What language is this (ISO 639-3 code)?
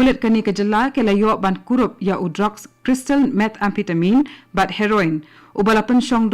kha